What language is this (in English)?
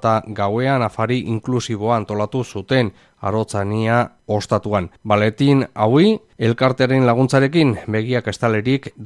Basque